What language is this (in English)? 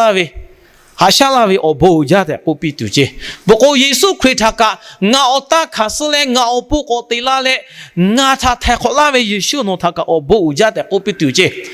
Lahu